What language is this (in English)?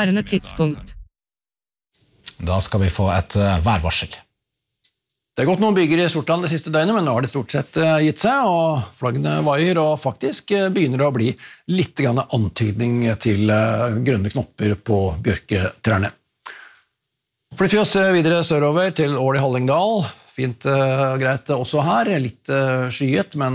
Norwegian